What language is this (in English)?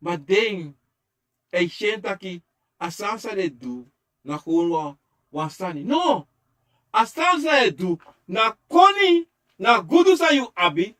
Sranan Tongo